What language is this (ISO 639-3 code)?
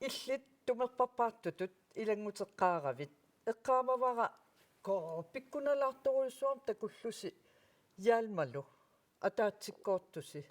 kal